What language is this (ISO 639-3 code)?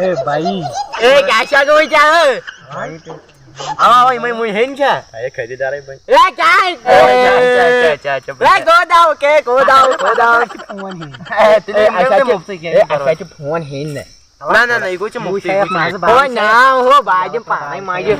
kas